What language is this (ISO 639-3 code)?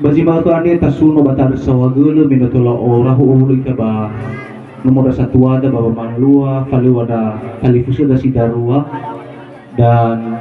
nia